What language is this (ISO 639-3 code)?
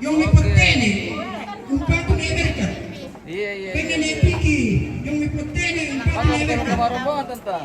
sda